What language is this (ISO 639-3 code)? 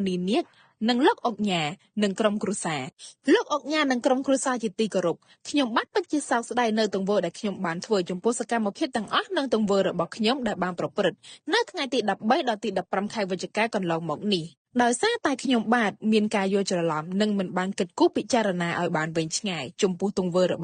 khm